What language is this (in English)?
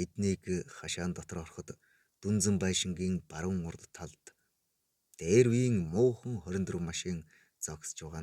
Mongolian